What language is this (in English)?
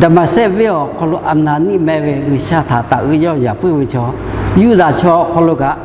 Lahu